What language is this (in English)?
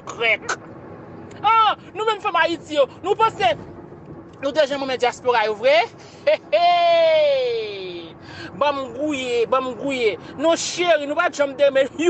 Haitian Creole